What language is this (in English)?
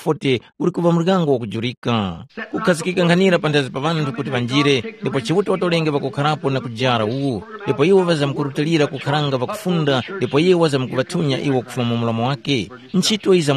Tumbuka